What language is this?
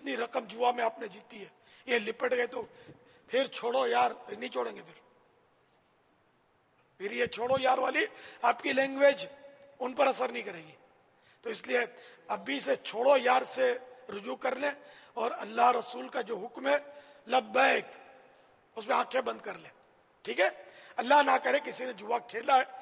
Urdu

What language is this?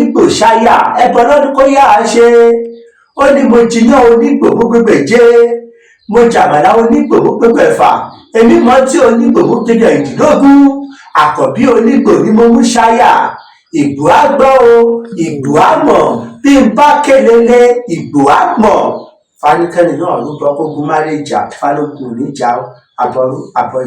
Yoruba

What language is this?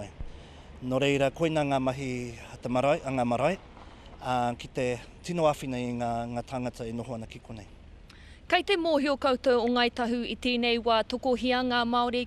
Māori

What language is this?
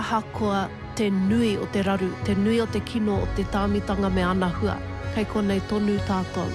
Māori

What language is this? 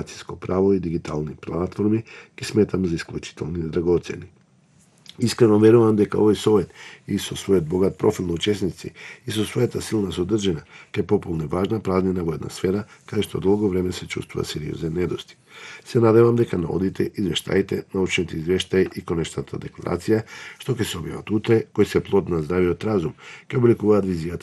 Macedonian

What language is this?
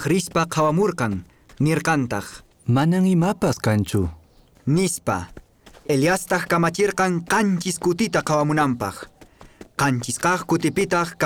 Quechua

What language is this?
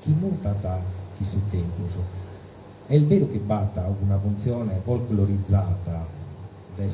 Sardinian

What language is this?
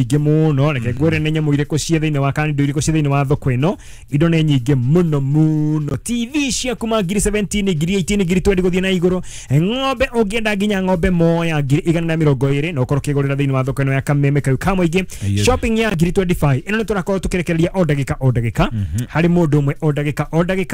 Kikuyu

